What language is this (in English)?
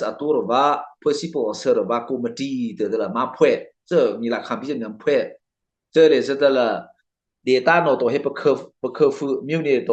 Mara Chin